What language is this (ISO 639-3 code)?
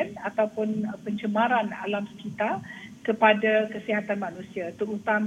msa